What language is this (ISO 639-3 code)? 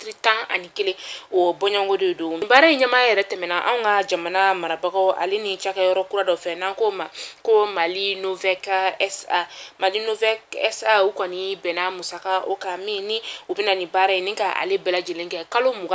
bam